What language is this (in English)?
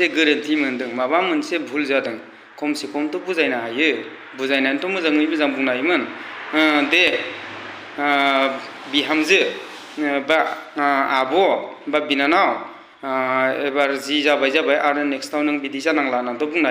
Bodo